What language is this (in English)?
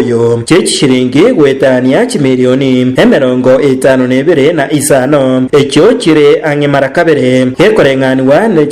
Gusii